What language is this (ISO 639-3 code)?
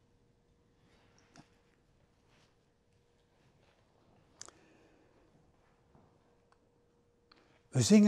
nld